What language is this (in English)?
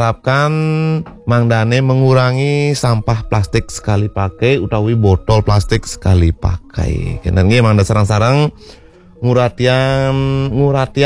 Balinese